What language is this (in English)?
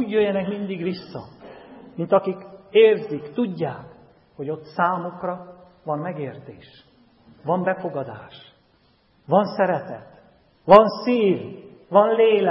Hungarian